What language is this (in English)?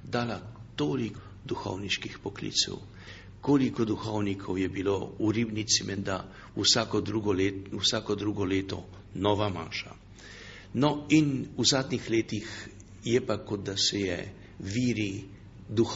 Slovenian